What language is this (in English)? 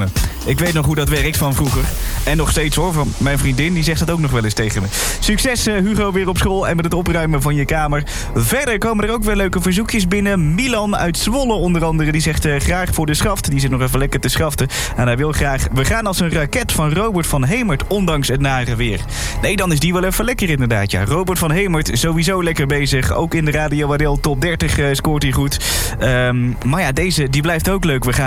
Dutch